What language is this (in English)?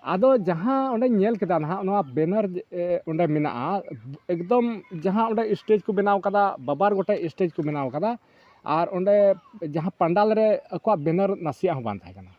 Santali